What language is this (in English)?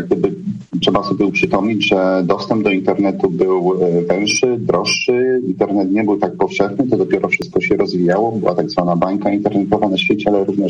Polish